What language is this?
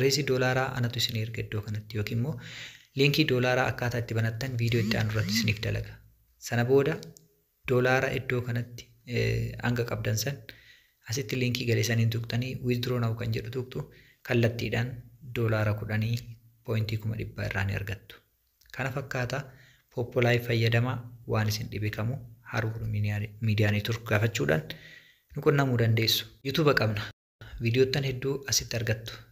Oromo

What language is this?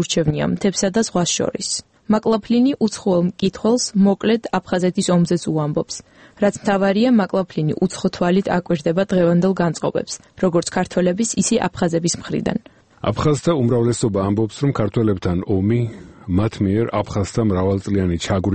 Georgian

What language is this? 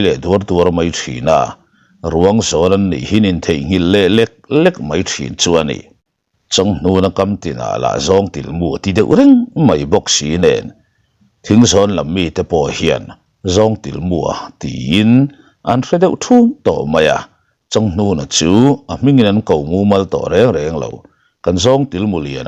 Mizo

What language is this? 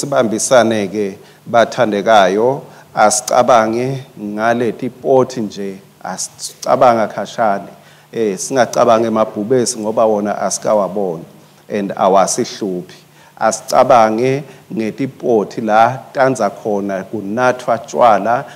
Swati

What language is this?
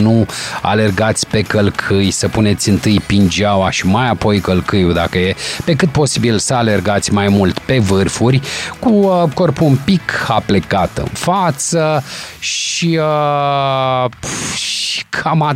Romanian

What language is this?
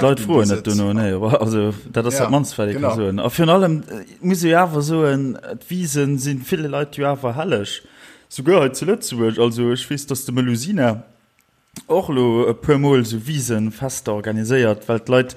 Luxembourgish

